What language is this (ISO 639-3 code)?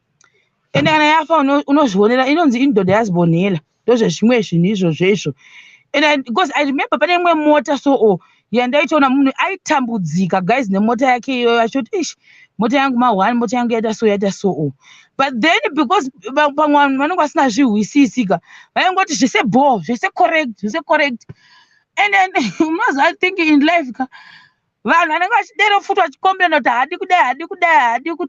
sna